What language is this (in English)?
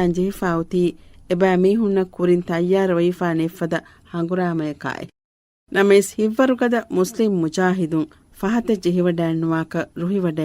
Divehi